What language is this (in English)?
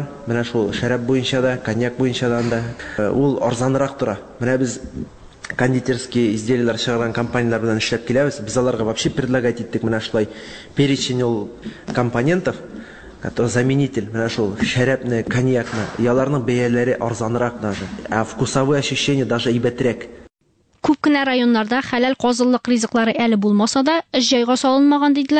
Tatar